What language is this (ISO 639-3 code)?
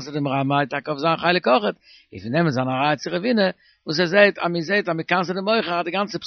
yid